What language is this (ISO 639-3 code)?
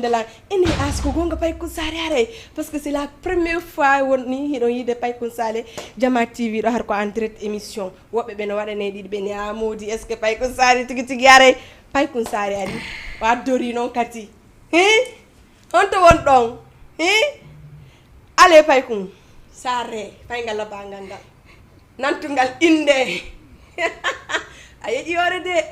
ful